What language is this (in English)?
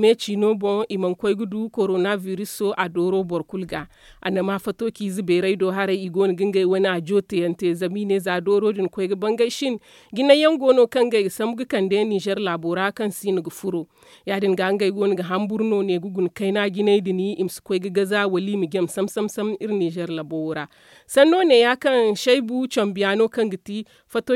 Zarma